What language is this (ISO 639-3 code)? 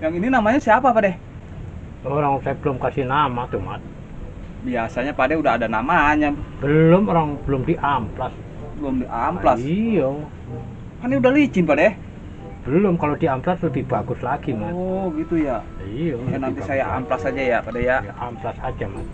bew